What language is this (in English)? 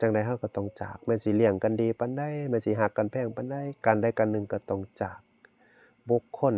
Northeastern Thai